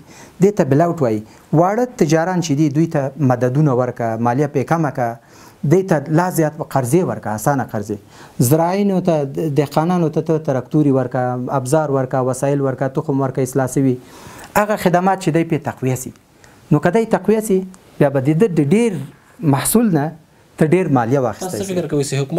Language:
Pashto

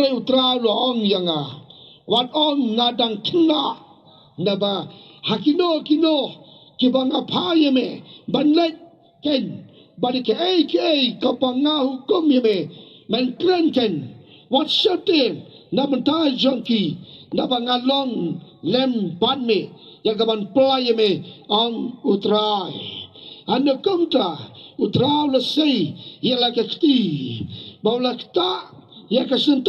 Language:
Khasi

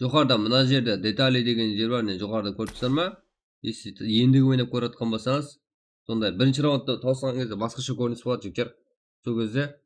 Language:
Kara-Kalpak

